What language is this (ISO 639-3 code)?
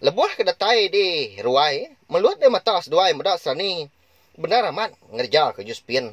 iba